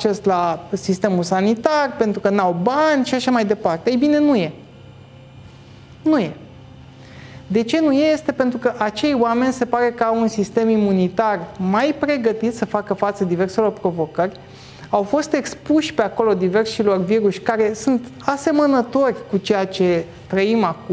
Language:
Romanian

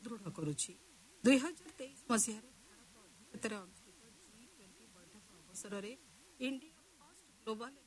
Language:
Odia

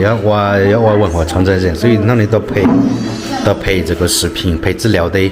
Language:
Hmong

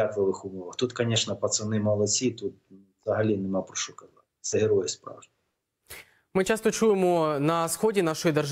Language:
Ukrainian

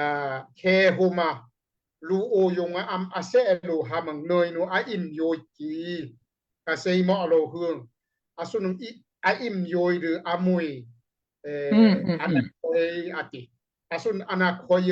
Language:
Daai Chin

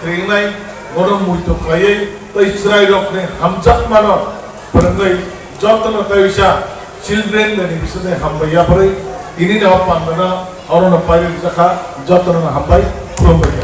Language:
Kok Borok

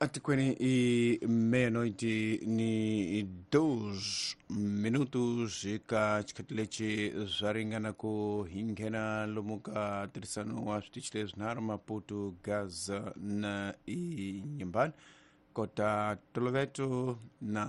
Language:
Tsonga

